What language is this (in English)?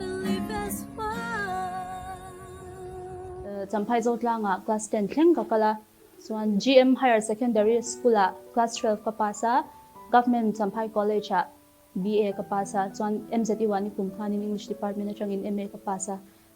Mizo